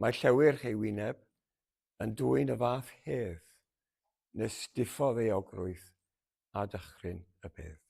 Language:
Welsh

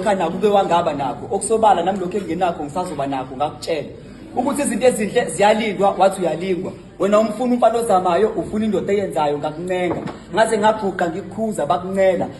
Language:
Zulu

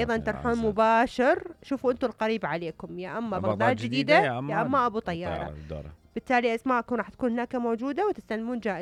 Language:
Mesopotamian Arabic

